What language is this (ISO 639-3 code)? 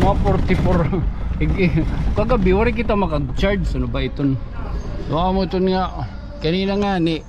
war